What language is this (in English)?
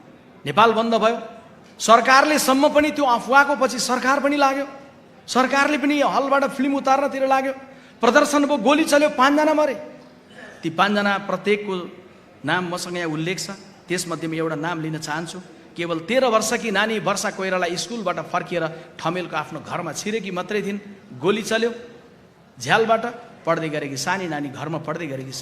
Nepali